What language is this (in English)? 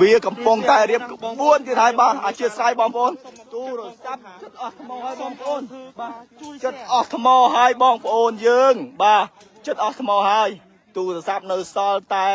Khmer